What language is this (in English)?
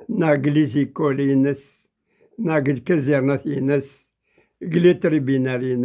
Kabyle